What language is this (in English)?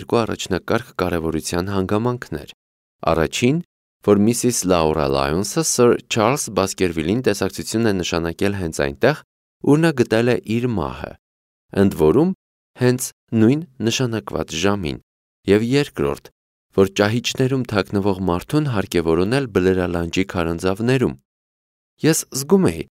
Armenian